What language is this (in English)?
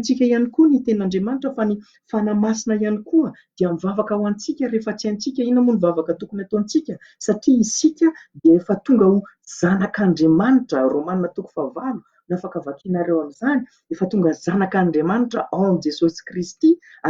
Malagasy